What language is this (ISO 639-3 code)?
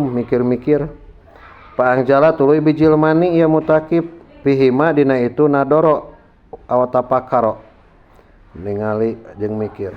sun